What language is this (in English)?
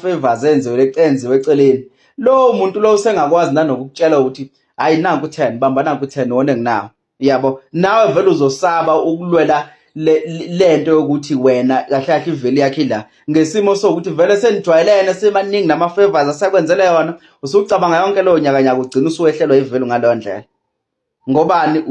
Zulu